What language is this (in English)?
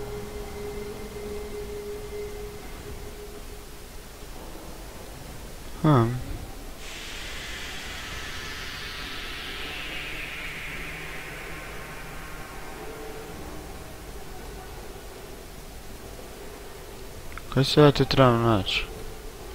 Croatian